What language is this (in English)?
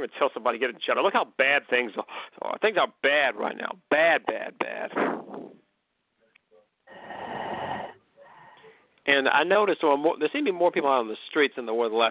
English